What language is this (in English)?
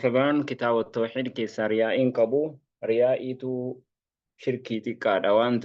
Oromo